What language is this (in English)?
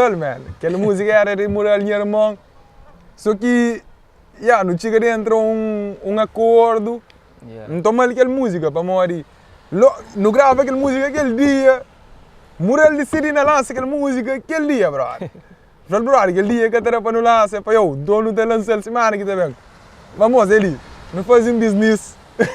Kabuverdianu